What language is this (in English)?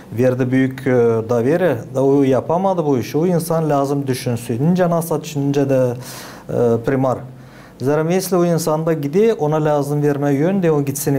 Gagauz